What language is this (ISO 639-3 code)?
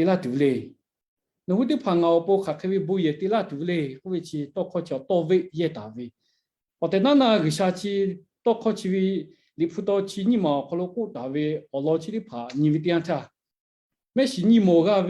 lhu